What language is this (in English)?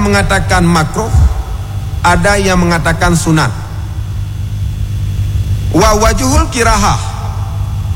Malay